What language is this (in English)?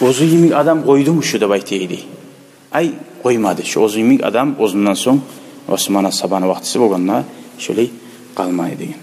Kumyk